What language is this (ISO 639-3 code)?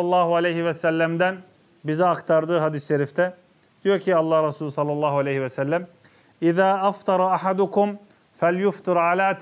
tur